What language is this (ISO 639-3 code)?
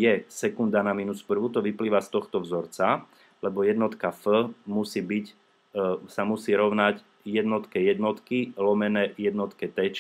slk